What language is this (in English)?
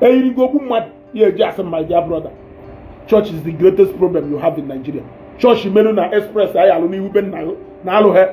Igbo